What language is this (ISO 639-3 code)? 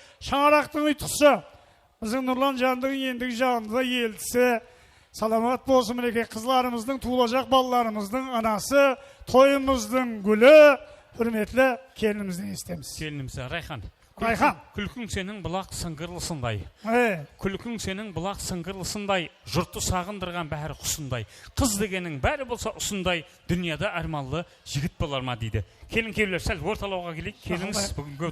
kaa